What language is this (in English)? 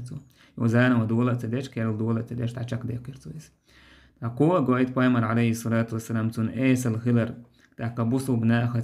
Chechen